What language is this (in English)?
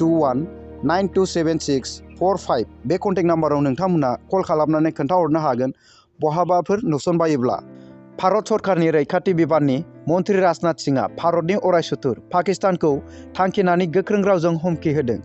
Bodo